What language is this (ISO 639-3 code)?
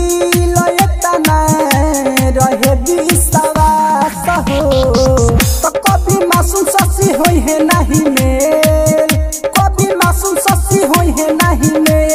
bho